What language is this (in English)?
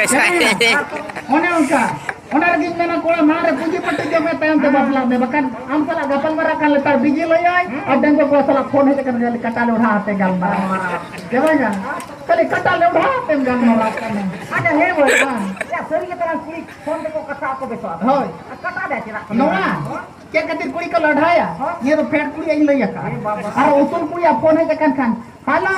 Santali